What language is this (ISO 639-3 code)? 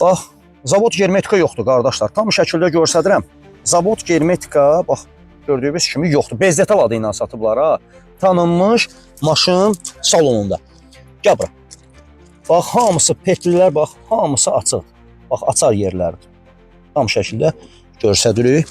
aze